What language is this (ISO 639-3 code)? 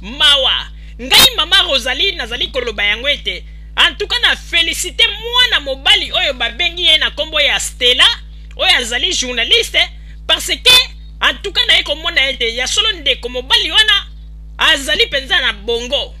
lin